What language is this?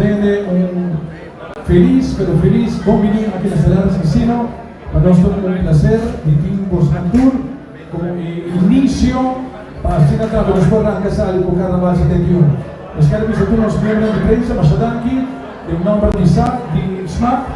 Papiamento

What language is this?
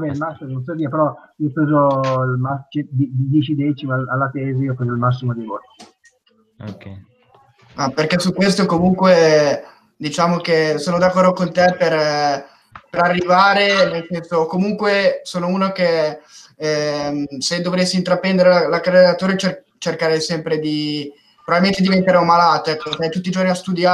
Italian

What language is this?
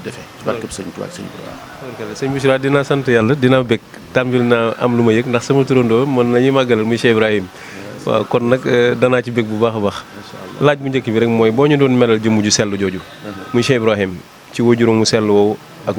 Wolof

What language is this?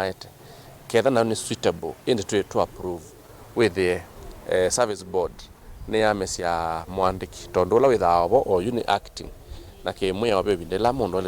Kamba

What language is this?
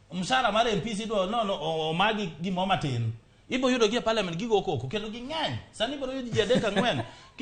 Luo (Kenya and Tanzania)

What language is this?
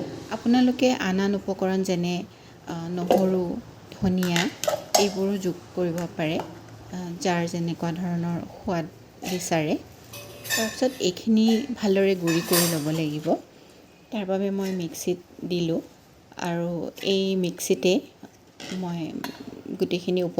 Assamese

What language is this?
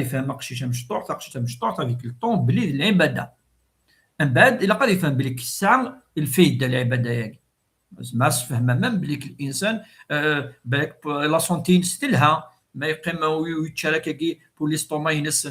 Kabyle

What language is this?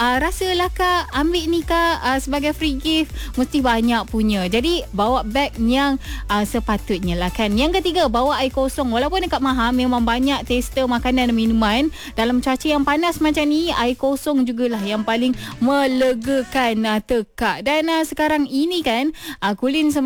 Malay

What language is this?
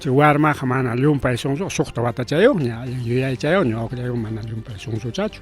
Ayacucho Quechua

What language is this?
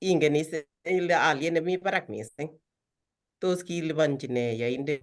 Kalenjin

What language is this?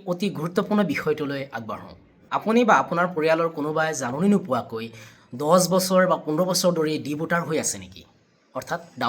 Assamese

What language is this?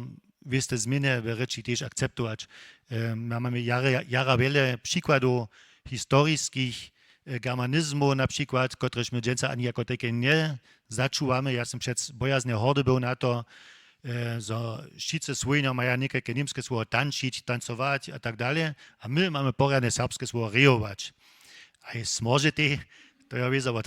Upper Sorbian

